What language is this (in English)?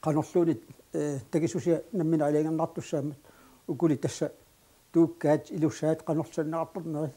Kalaallisut